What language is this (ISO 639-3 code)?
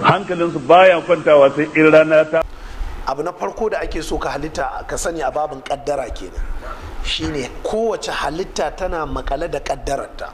hau